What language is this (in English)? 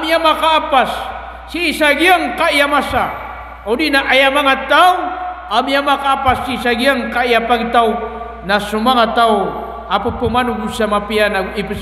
Maranao